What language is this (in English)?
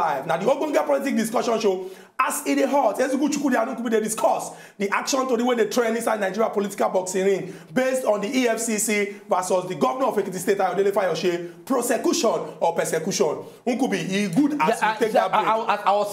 Nigerian Pidgin